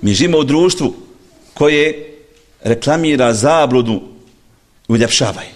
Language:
Bosnian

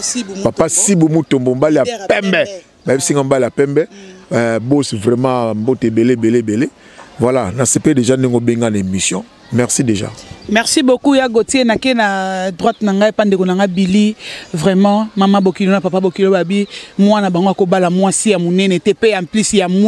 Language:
Lingala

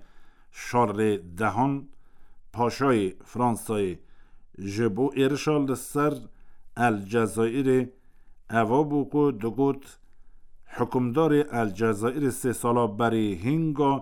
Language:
Kurdish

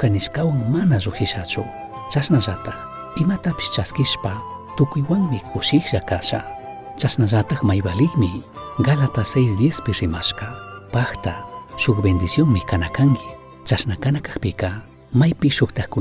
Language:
Chimborazo Highland Quichua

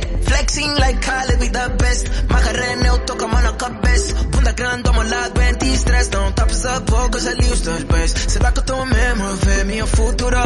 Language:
Portuguese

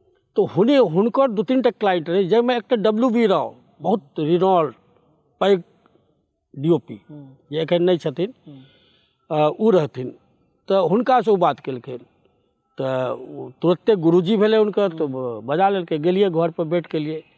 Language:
Maithili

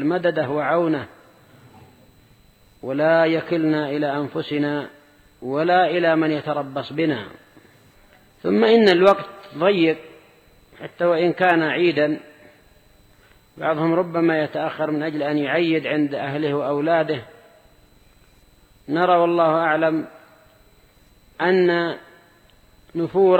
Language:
Arabic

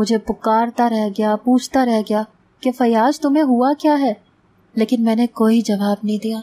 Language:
Urdu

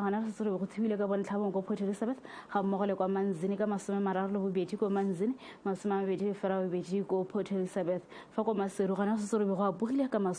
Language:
Tswana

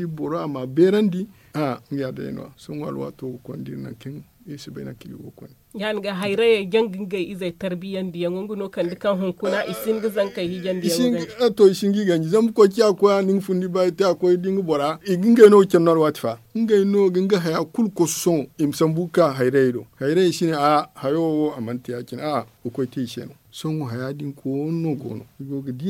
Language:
Zarma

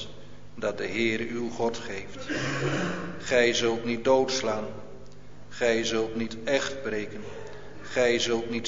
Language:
Dutch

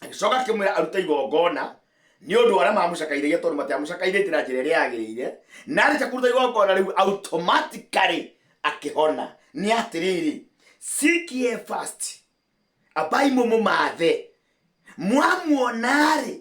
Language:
Kikuyu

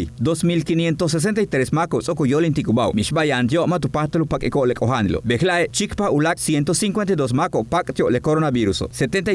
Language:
Yucateco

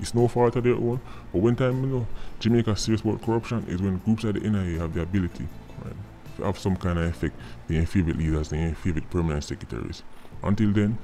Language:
Jamaican Creole English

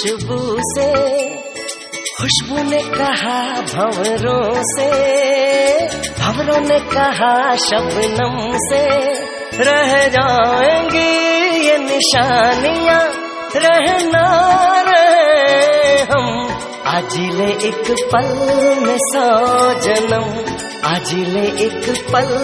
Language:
Hindi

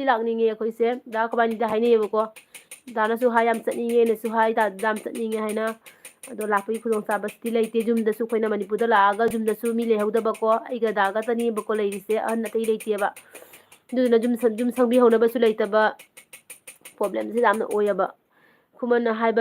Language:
Manipuri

